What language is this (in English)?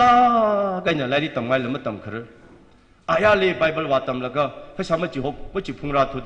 Tangkhul Naga (India)